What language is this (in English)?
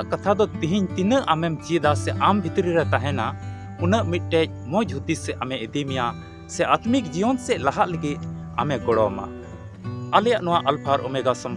Santali